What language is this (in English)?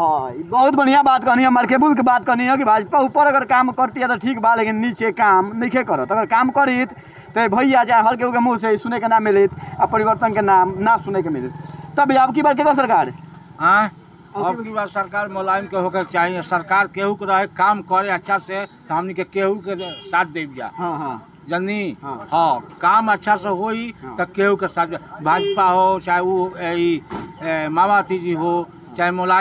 Bhojpuri